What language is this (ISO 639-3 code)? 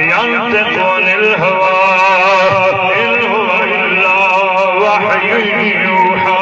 skr